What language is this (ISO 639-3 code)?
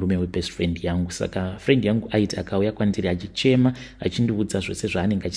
sna